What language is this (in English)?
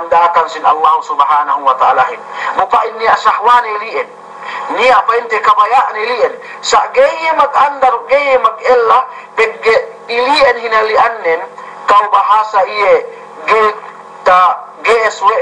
Yakan